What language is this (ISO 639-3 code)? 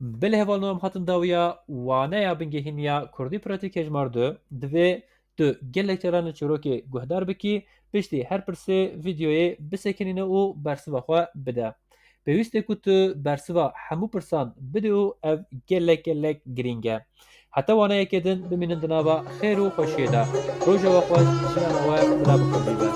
kur